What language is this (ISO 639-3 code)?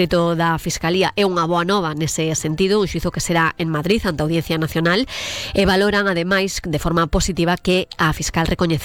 glg